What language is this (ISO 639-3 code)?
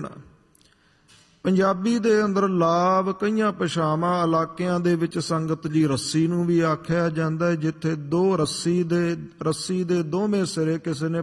pan